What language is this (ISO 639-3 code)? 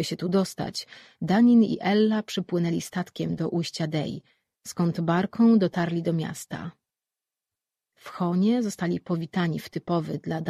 pol